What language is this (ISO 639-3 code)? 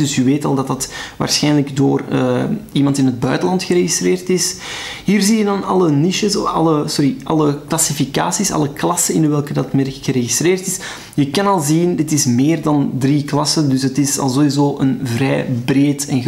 nld